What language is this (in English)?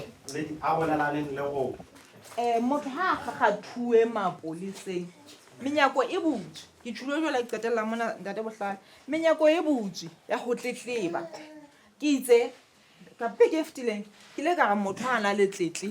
Southern Sotho